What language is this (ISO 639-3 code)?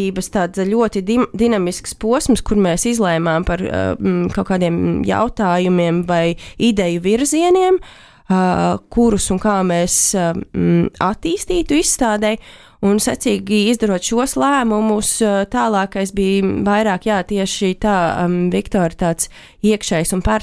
lav